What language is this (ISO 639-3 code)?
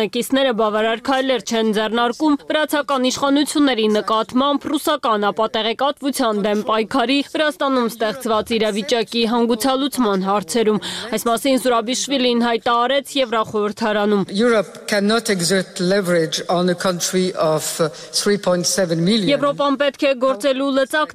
hye